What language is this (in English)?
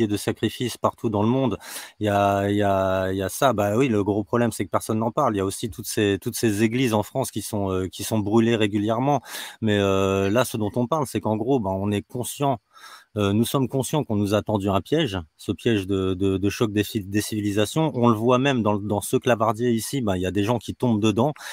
French